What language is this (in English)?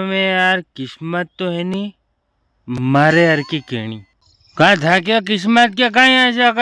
Rajasthani